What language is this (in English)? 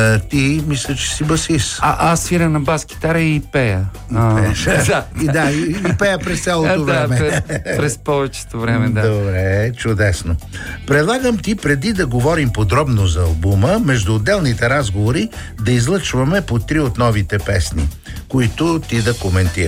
Bulgarian